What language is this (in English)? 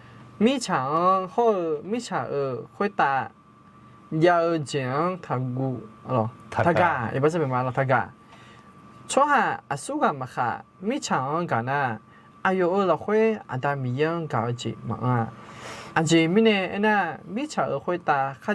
Akha